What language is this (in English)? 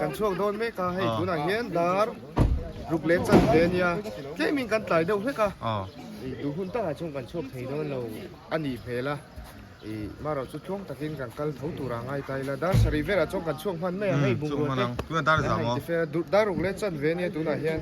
Mizo